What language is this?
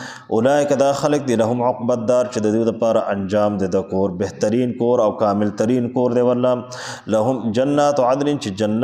Pashto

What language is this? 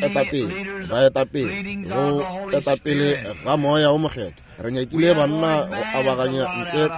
Northern Sotho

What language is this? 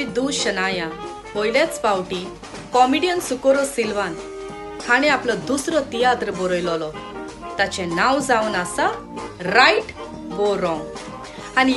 Konkani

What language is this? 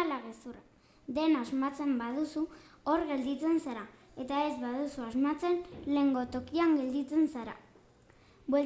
Basque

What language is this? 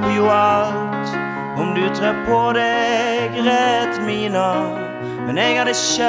Norwegian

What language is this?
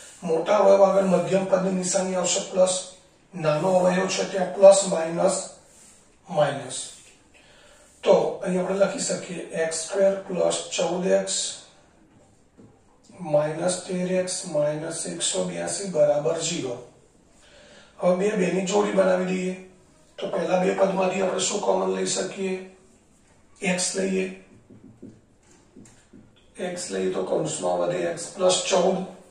Gujarati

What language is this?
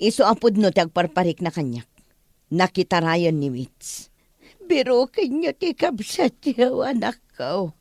Iloko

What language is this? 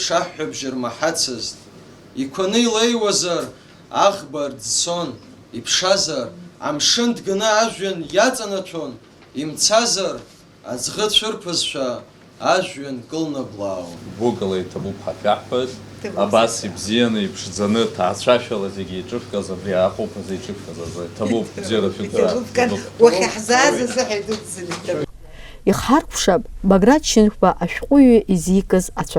Abkhazian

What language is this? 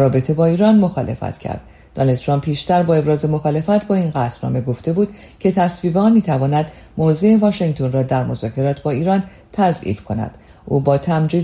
Persian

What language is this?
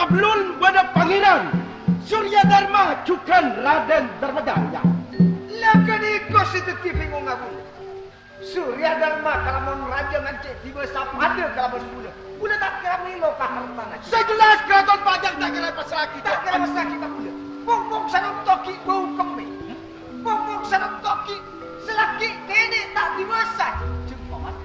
Madurese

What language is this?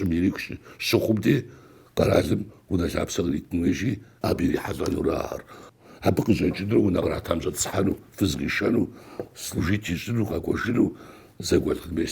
Kabardian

